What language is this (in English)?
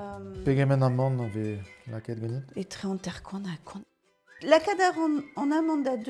Breton